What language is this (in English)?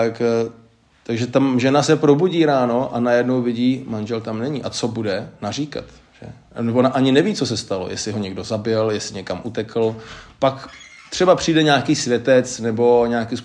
Czech